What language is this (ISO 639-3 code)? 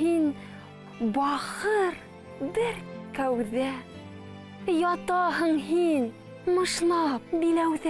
bak